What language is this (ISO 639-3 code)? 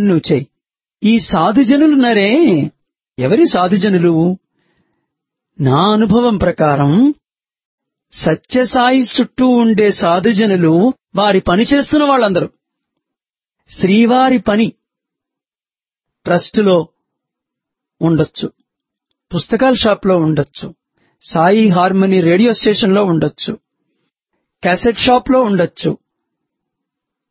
tel